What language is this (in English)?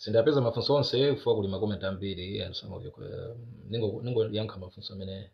Nyanja